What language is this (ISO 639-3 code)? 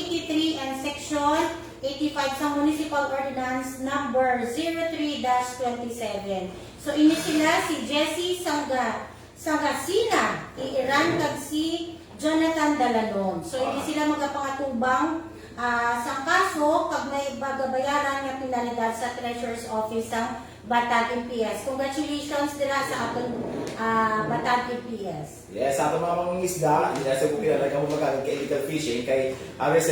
hil